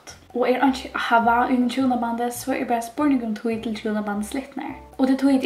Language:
Faroese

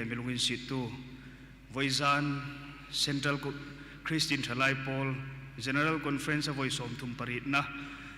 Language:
Hmar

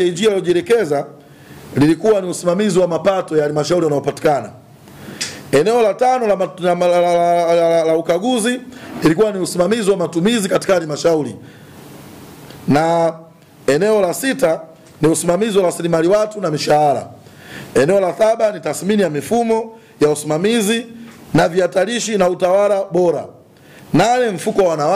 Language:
Swahili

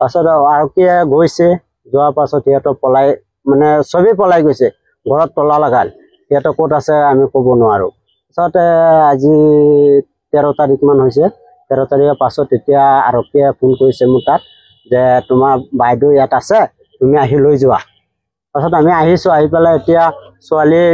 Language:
Assamese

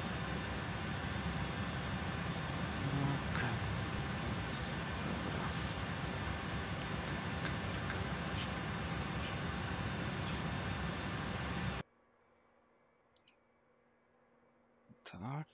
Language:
Polish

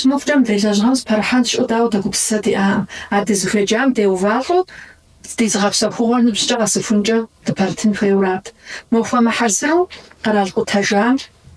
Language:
Kabardian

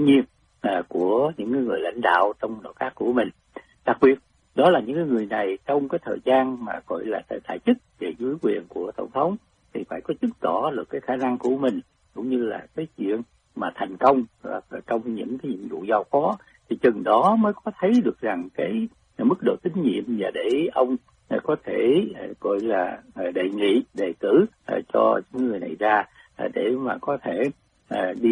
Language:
Vietnamese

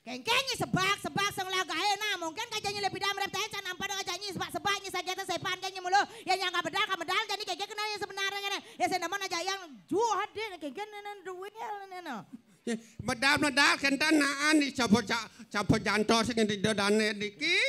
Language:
Balinese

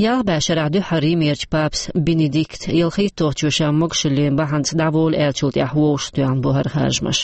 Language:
Chechen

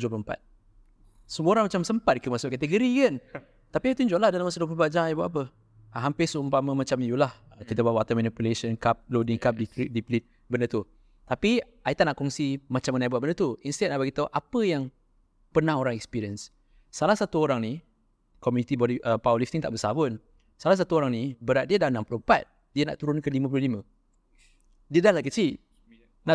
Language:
Malay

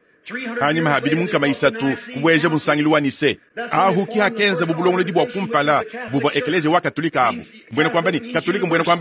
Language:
Luba-Lulua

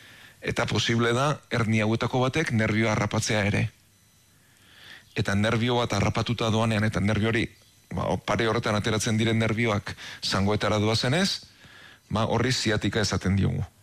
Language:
Basque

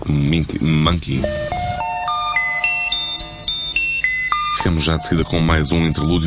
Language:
Portuguese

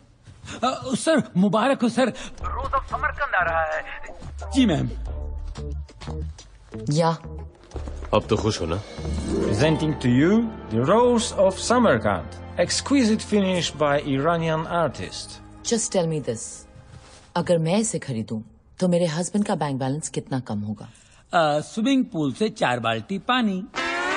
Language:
Hindi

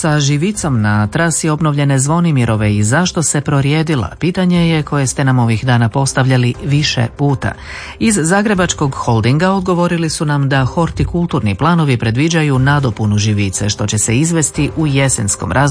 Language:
Croatian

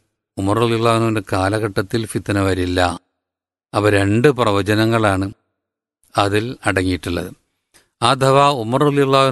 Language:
Malayalam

